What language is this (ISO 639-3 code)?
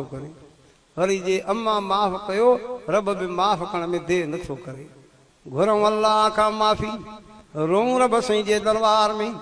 snd